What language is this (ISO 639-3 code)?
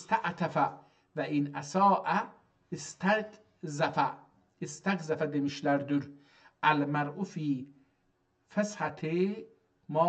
azb